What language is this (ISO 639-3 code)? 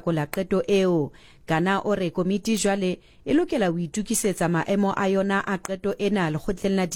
sot